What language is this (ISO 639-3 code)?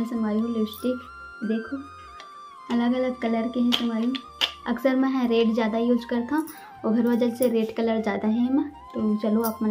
hne